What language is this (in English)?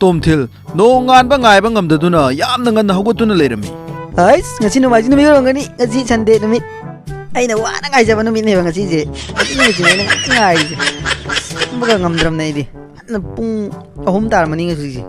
Manipuri